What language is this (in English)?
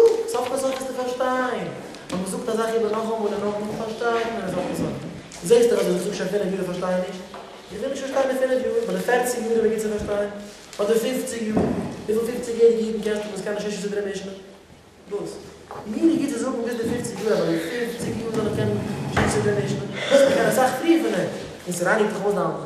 Yiddish